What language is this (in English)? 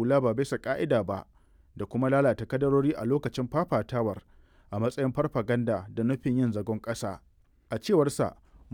Hausa